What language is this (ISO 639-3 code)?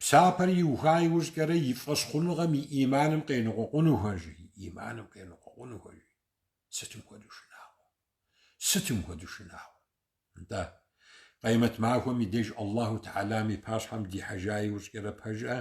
kbd